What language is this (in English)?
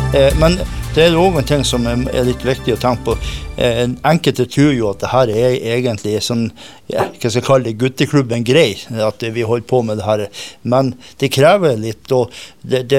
Norwegian